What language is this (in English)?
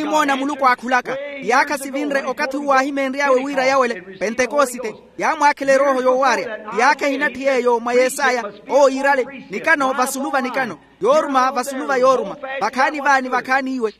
Makhuwa